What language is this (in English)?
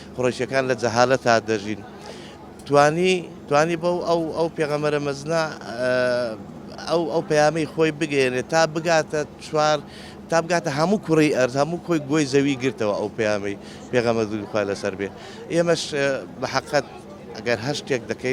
Central Kurdish